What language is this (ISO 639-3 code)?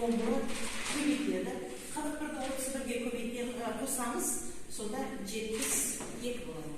kaz